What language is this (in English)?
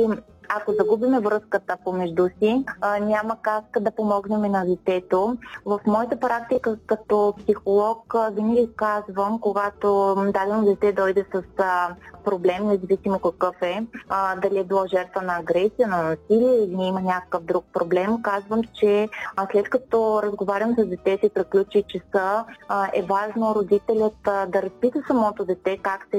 Bulgarian